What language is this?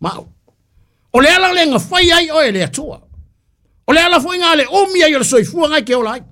Samoan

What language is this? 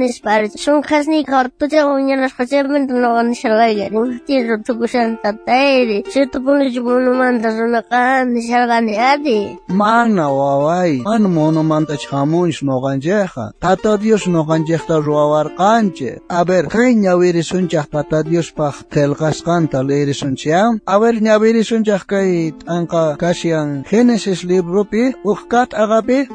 South Bolivian Quechua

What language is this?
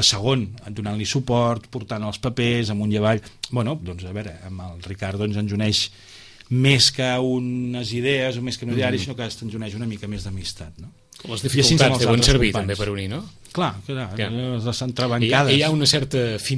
Catalan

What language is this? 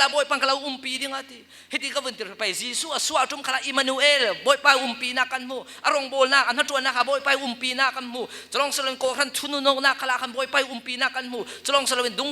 Falam Chin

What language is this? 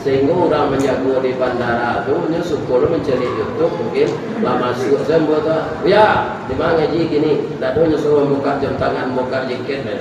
Minangkabau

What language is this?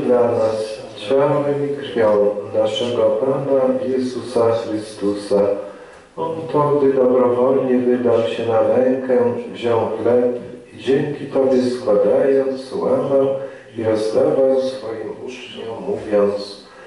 Polish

